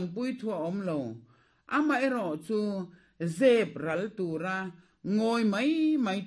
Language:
Mizo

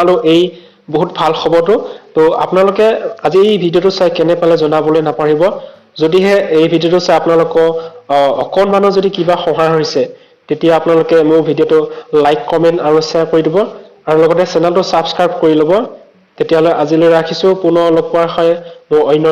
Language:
Assamese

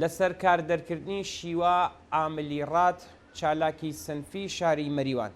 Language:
Central Kurdish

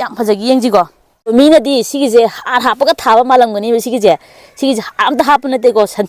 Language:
Manipuri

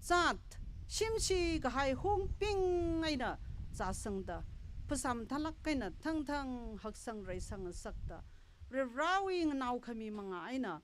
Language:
Tangkhul Naga (India)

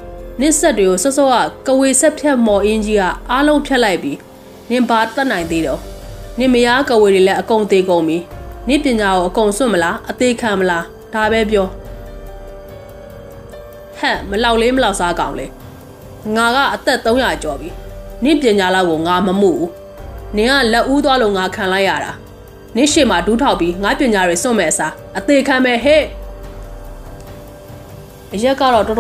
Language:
Burmese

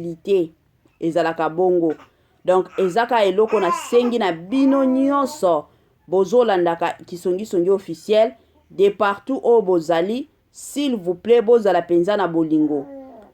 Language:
Lingala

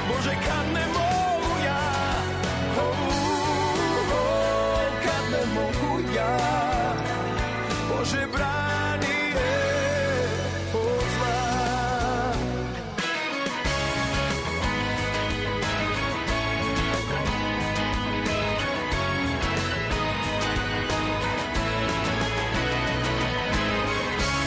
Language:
Serbian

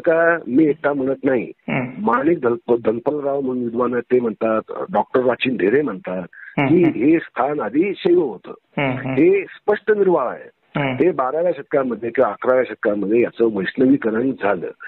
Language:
Marathi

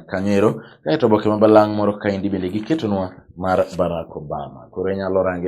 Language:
Luo (Kenya and Tanzania)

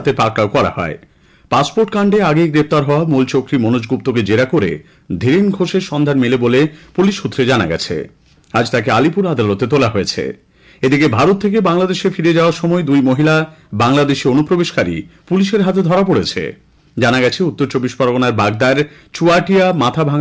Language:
Bangla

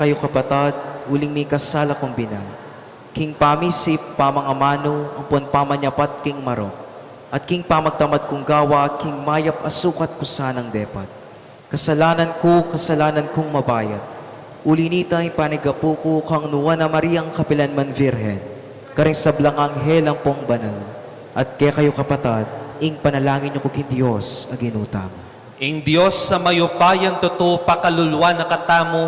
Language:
Pampanga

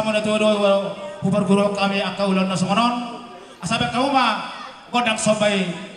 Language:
Batak Toba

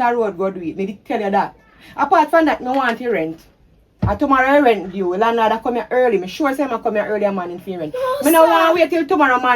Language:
Jamaican Creole English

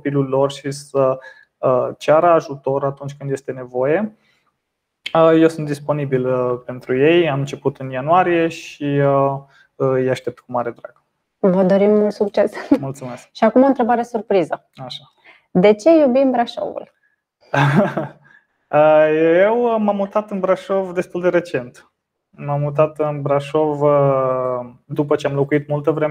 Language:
Romanian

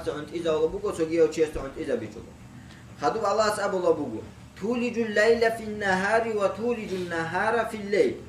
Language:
Avaric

